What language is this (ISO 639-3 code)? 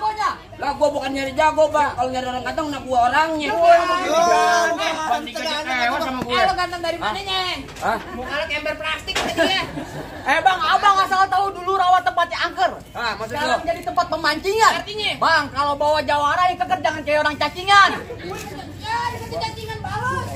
bew